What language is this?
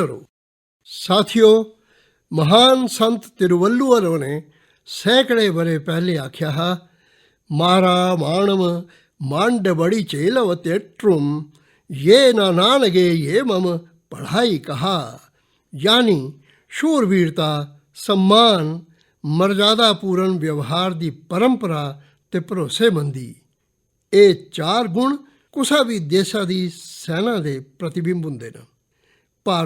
Dogri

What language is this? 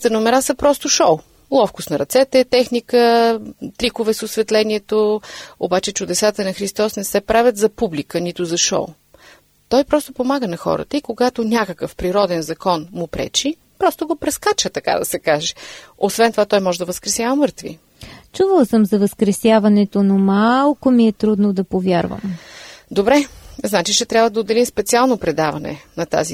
Bulgarian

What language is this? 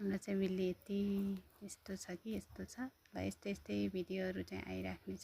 Nepali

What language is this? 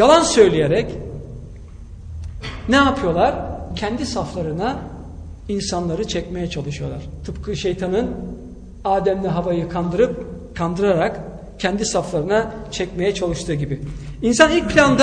Turkish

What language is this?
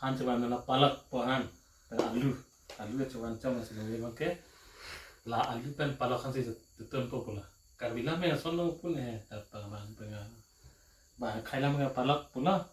Karbi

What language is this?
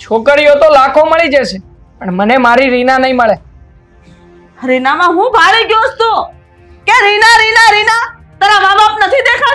Gujarati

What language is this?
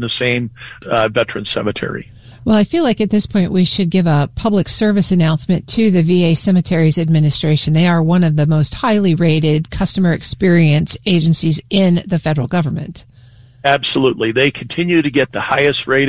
English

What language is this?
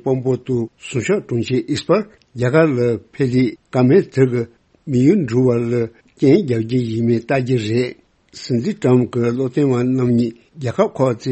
Tibetan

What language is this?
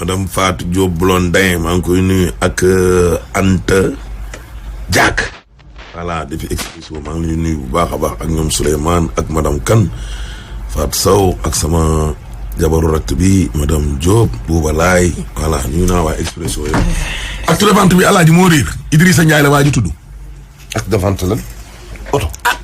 Wolof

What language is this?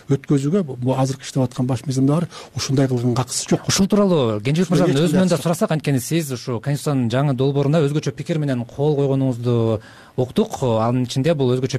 Kyrgyz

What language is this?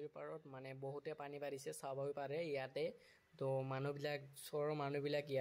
Assamese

